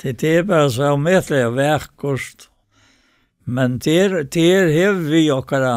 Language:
Faroese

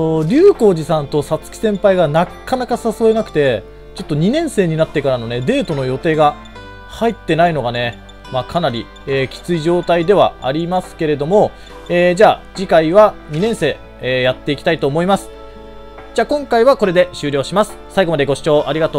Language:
Japanese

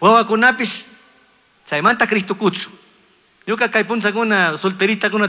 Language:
Chimborazo Highland Quichua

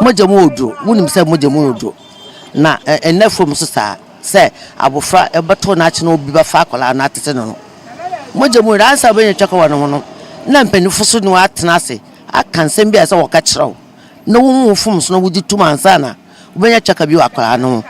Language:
Akan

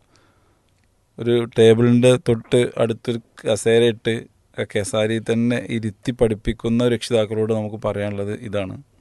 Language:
Malayalam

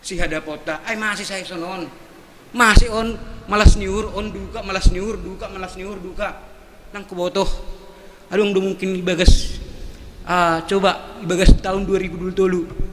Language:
Batak Simalungun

